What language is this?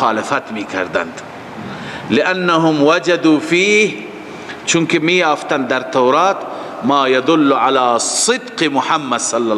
Persian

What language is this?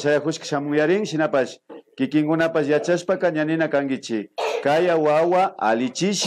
Imbabura Highland Quichua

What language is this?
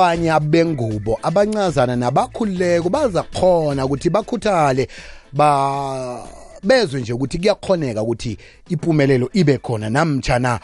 South Ndebele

